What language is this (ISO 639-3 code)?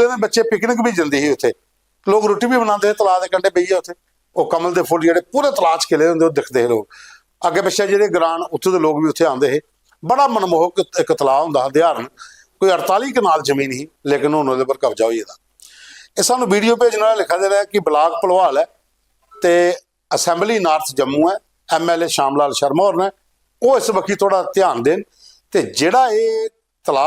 doi